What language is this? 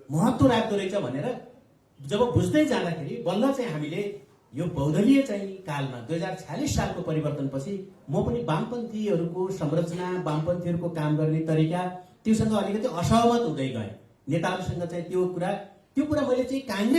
Nepali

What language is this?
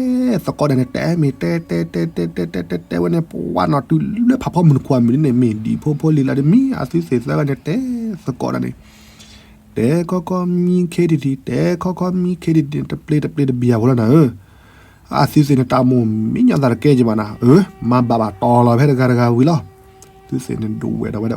S'gaw Karen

